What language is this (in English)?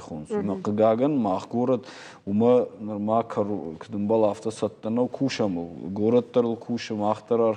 Ossetic